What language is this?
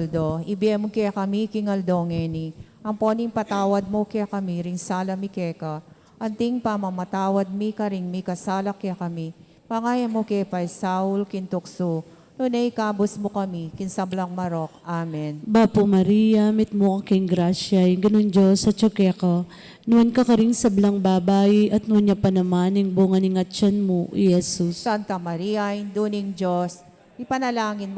Pampanga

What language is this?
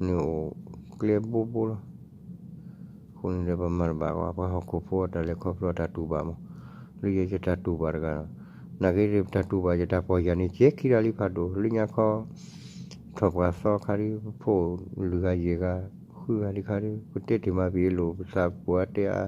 S'gaw Karen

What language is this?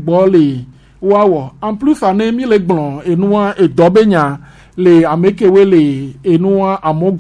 Gen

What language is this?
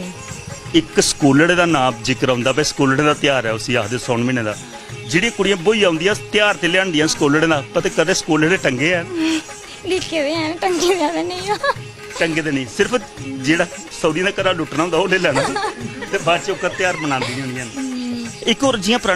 Dogri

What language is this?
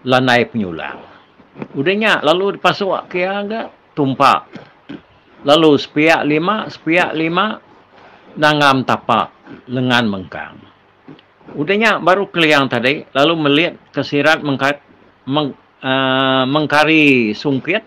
Iban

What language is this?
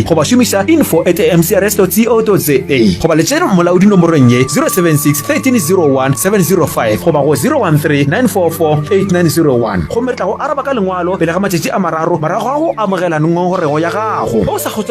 Northern Sotho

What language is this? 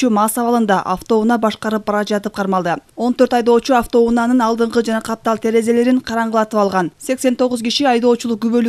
Kyrgyz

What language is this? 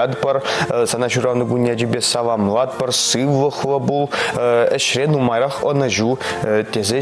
Chuvash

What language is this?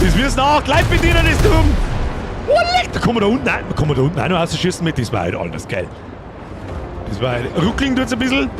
Bavarian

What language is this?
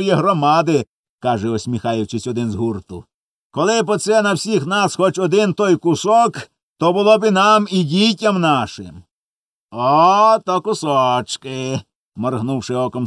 Ukrainian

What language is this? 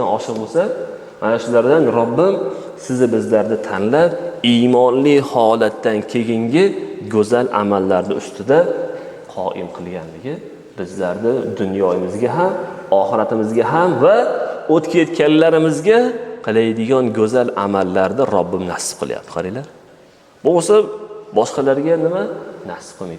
Uzbek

